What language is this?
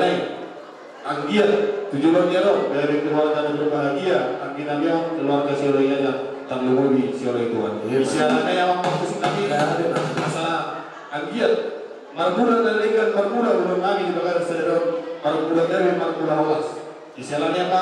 Batak Toba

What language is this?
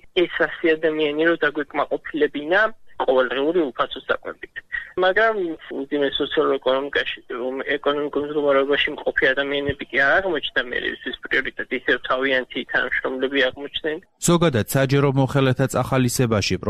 Georgian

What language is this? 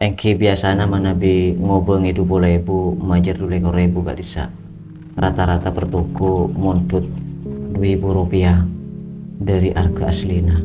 Madurese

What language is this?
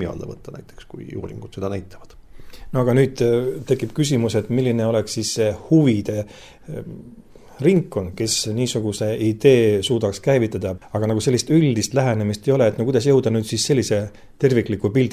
Estonian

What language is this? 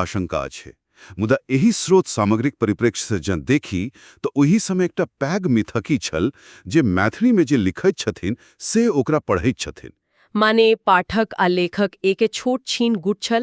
Maithili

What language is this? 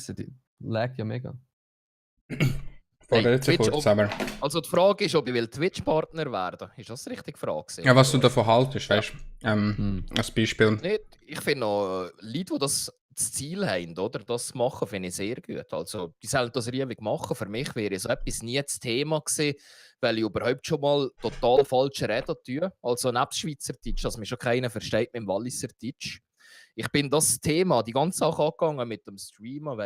Swiss German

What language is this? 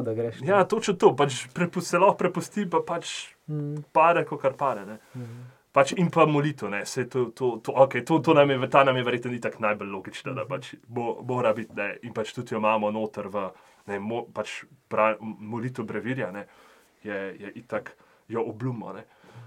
Slovenian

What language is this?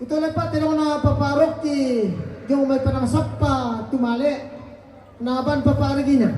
Toraja-Sa'dan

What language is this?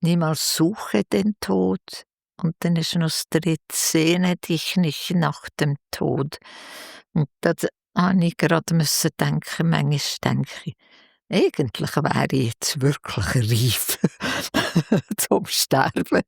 Swiss German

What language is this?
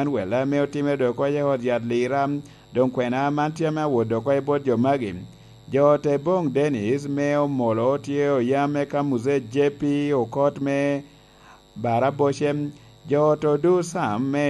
Lango (Uganda)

